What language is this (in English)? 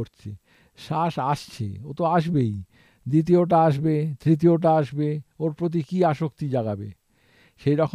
Bangla